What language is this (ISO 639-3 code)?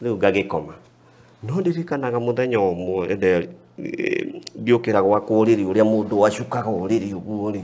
kik